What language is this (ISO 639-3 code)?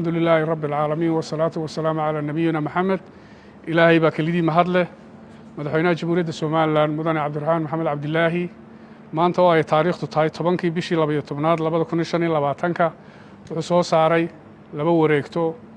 som